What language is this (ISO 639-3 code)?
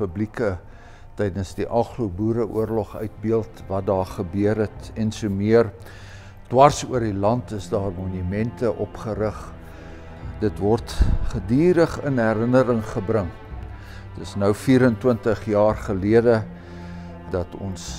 afr